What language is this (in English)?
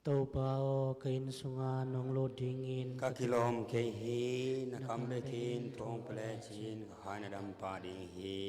Tedim Chin